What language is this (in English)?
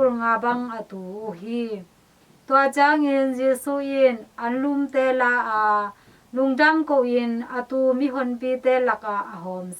Tedim Chin